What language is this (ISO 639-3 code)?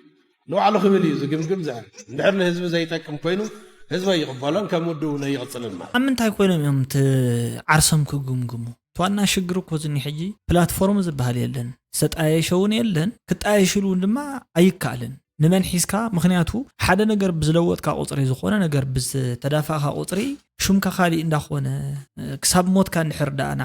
tir